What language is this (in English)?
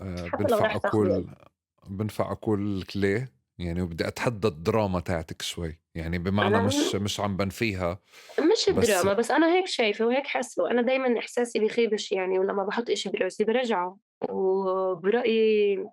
North Levantine Arabic